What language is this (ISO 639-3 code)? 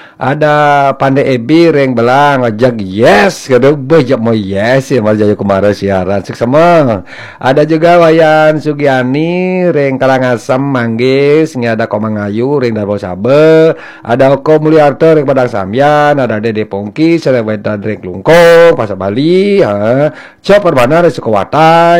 ban